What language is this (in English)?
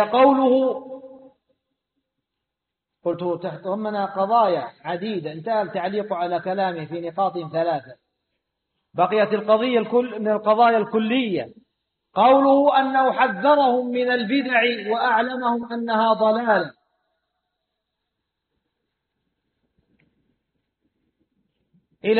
Arabic